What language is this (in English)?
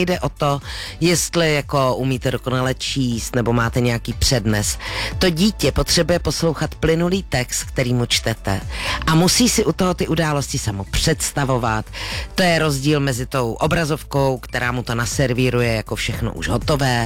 Czech